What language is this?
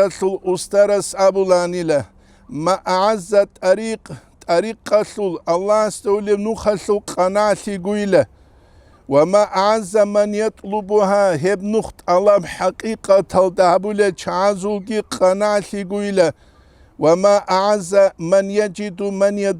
Avaric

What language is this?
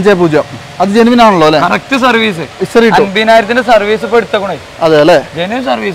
Malayalam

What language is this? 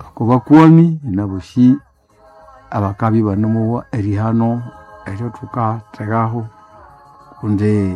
Nande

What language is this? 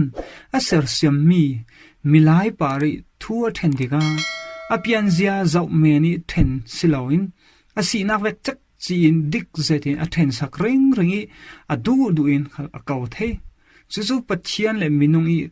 Falam Chin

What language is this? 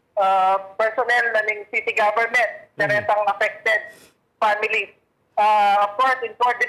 Pampanga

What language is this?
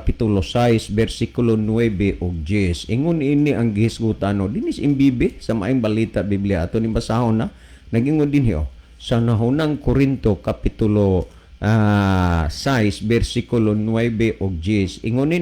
Cebuano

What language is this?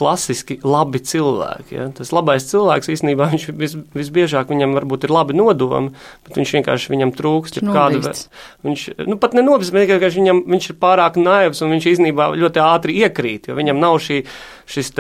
Latvian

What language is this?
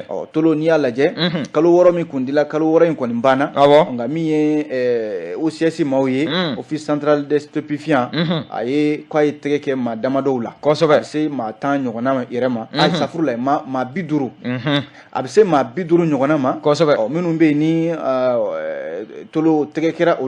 Bambara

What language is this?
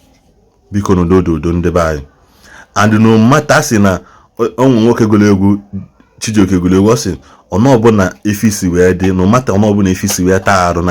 Igbo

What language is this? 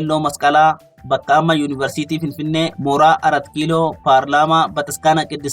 Oromo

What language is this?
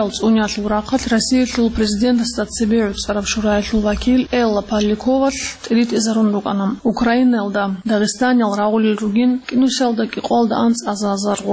Avaric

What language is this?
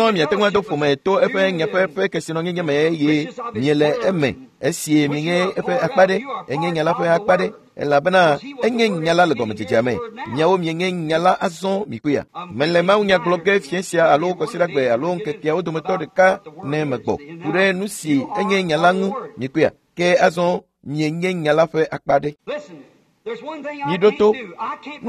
Ewe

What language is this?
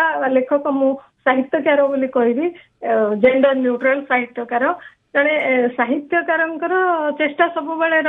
Odia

